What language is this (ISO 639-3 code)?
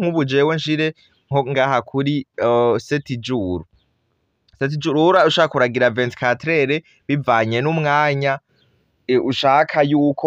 run